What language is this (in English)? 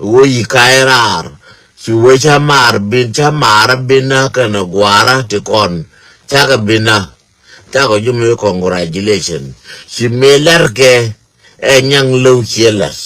Nuer